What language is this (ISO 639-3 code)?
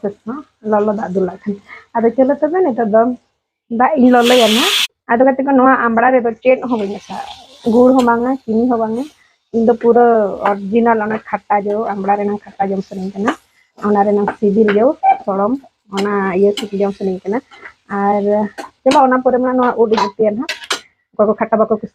sat